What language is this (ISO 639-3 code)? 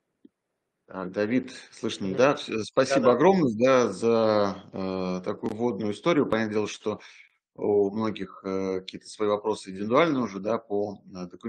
rus